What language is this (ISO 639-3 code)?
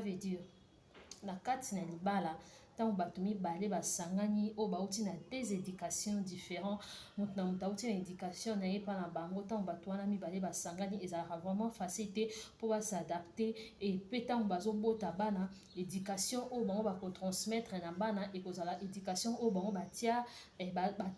lin